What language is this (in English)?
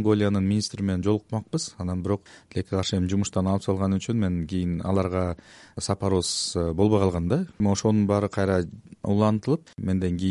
Kyrgyz